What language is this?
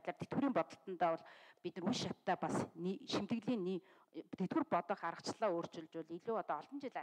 Mongolian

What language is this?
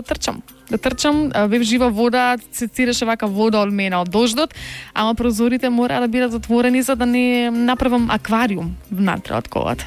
Macedonian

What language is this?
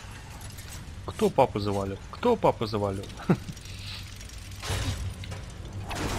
Russian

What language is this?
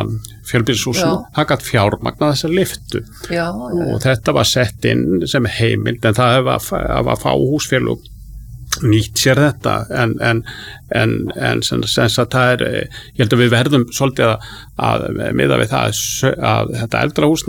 Icelandic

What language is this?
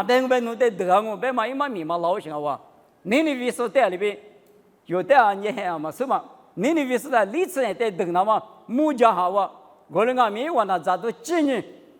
Lisu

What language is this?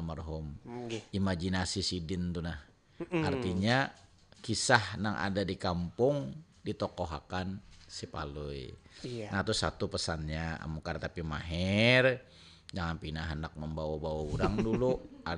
Banjar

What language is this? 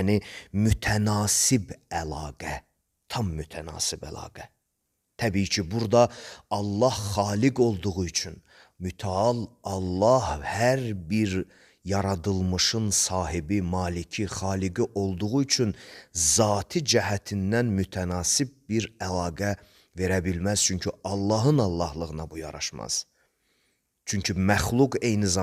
Azerbaijani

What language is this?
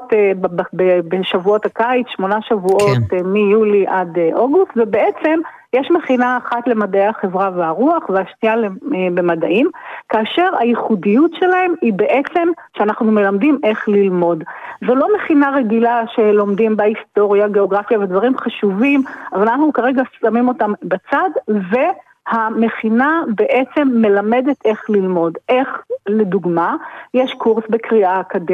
Hebrew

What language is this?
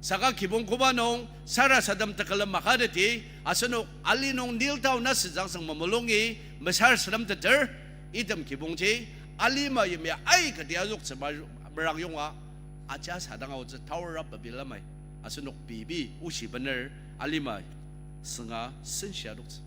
Ao Naga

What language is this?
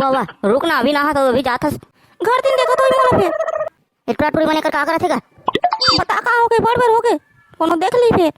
Chhattisgarhi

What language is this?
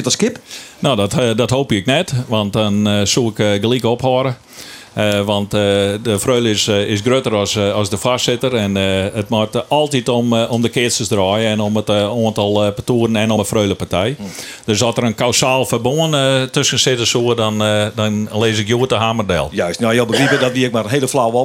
Western Frisian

